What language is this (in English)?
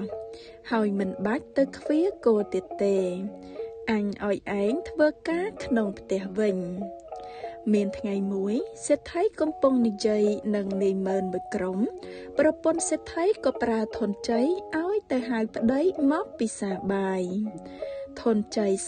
Khmer